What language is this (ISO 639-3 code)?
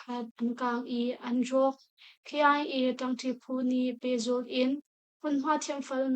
cnh